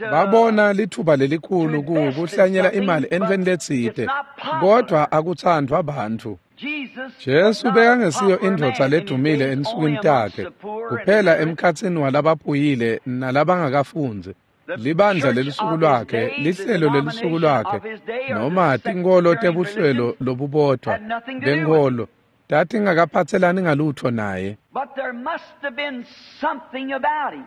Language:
Swati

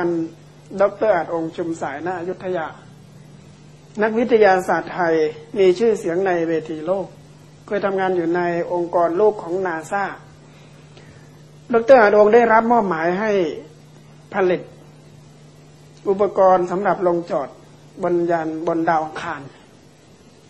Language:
Thai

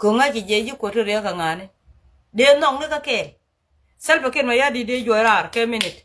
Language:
Nuer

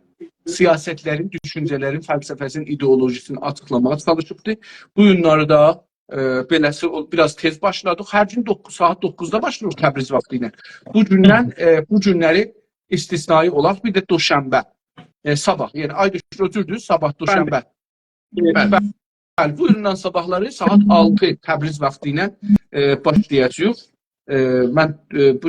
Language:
South Azerbaijani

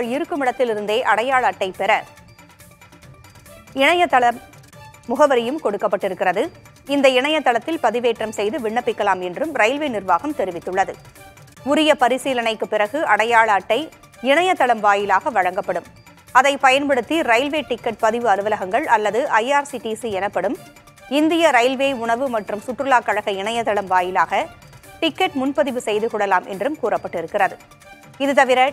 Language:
Tamil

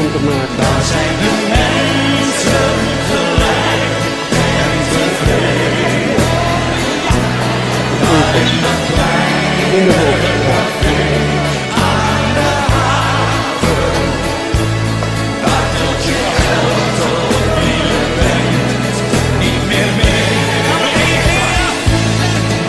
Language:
Dutch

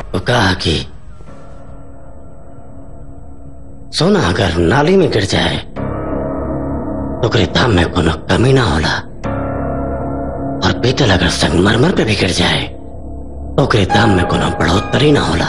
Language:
Bhojpuri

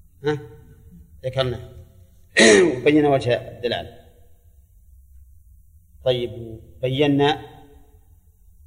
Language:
Arabic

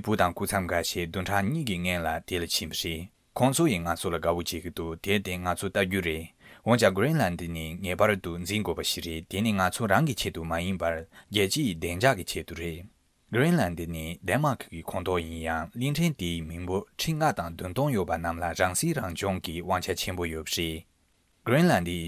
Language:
Tibetan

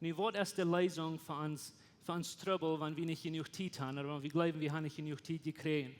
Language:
Plautdietsch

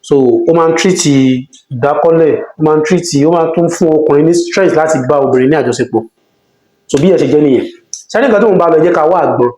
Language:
Yoruba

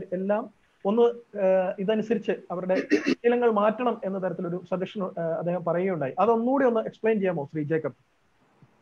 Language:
Malayalam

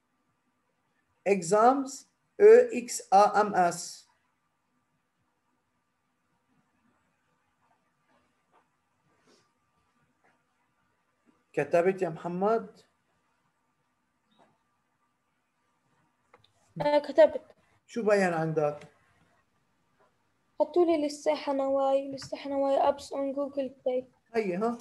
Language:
North Levantine Arabic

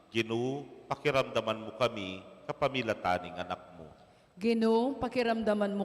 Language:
Pampanga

